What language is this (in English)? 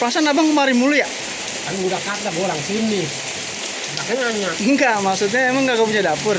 Betawi